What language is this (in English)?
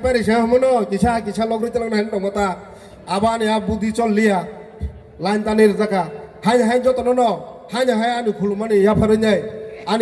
Kok Borok